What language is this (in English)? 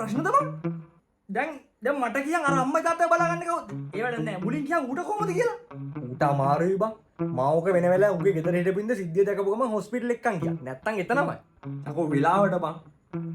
Sinhala